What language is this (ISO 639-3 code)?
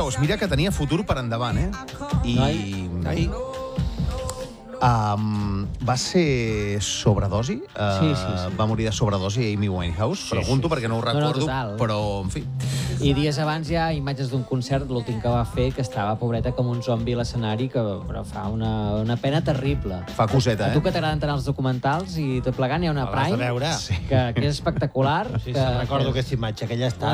cat